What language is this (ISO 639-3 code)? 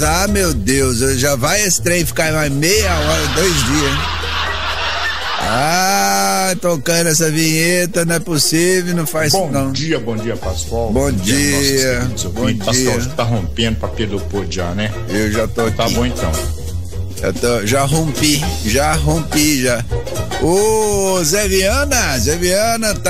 por